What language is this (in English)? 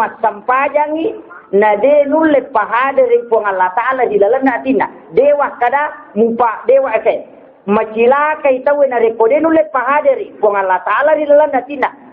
Buginese